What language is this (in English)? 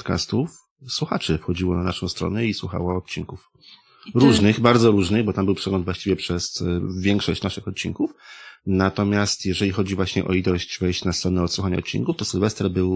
Polish